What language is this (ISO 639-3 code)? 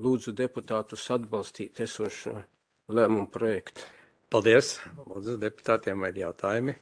lav